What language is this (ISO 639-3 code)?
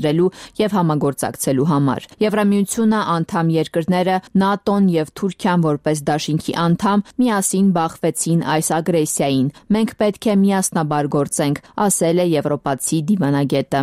hye